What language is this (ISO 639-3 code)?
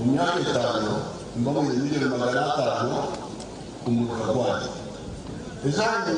nyn